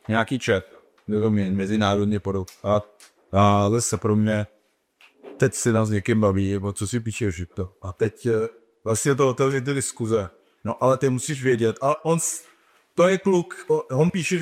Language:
Czech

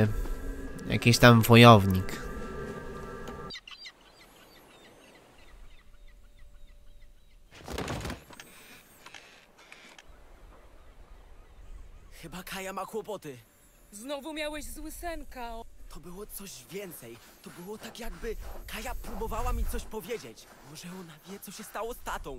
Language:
Polish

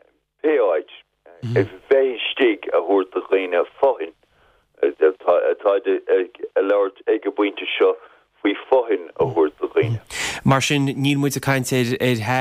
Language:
Irish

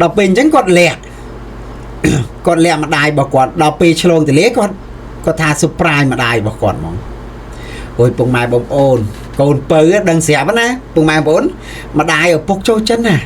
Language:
Khmer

